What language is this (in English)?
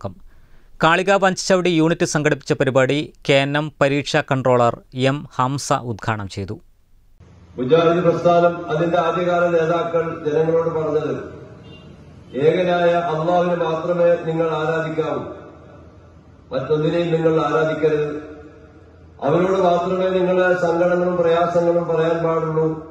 Malayalam